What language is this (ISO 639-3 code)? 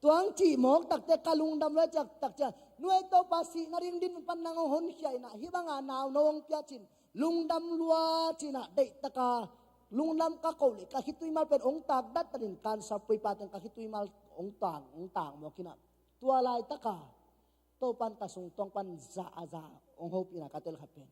ctd